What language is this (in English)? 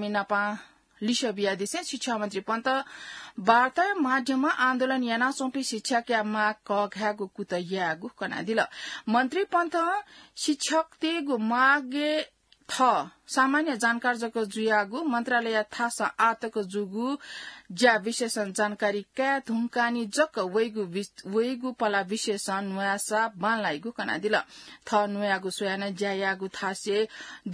Newari